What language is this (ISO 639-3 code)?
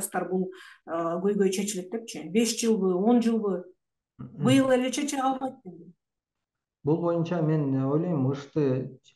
kir